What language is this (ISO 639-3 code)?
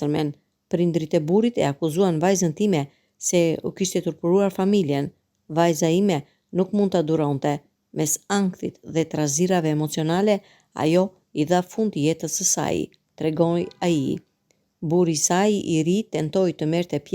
sqi